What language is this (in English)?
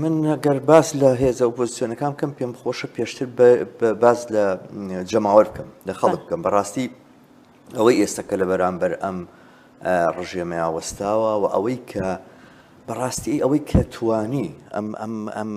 Central Kurdish